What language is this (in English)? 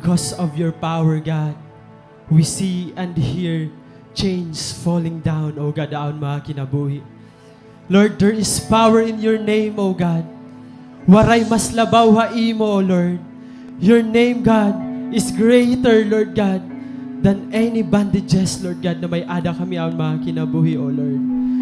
Waray